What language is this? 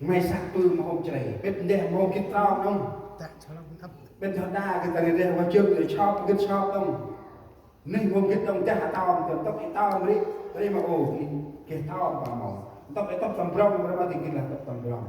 Central Mnong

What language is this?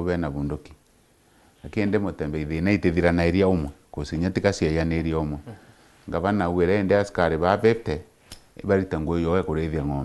Meru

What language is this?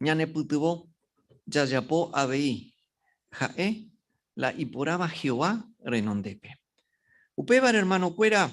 Guarani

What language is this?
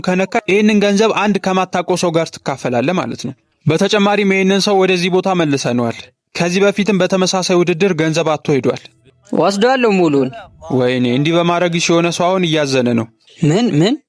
Amharic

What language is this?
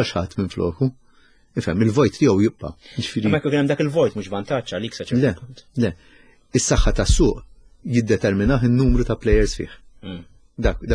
Maltese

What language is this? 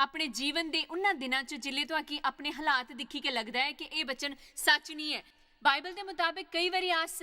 Dogri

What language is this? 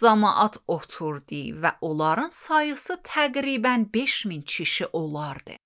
Azerbaijani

